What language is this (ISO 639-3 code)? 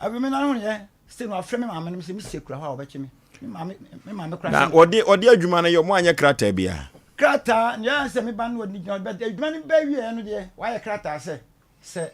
aka